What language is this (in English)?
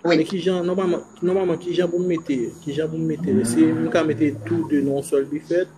Haitian Creole